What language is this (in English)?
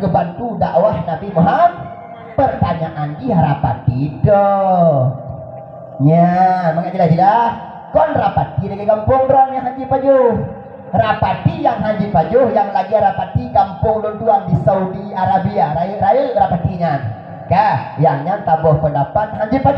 Achinese